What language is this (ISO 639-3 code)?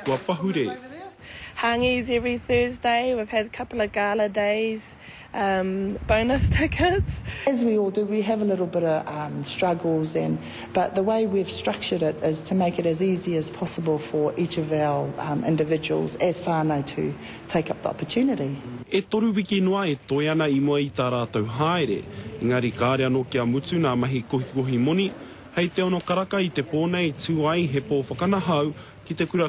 mri